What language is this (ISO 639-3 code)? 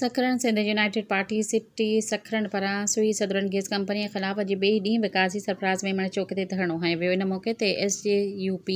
snd